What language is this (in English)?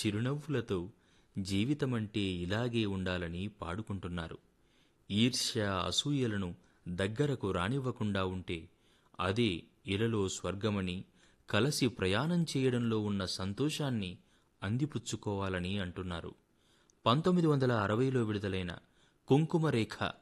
Telugu